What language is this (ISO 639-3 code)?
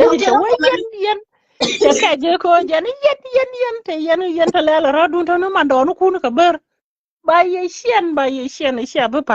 nus